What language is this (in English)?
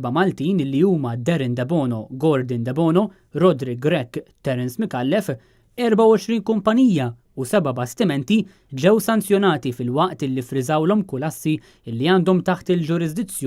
Maltese